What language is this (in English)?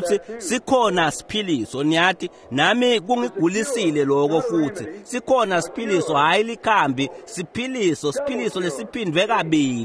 Swati